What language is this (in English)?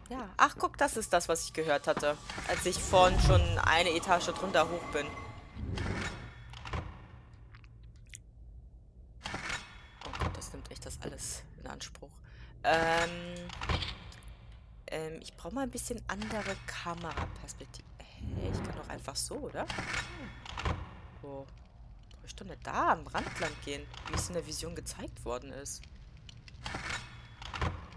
German